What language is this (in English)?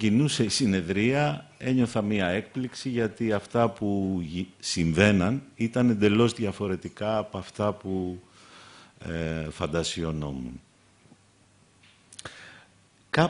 Greek